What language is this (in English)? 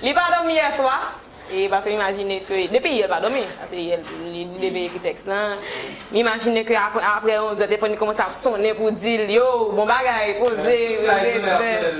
Haitian Creole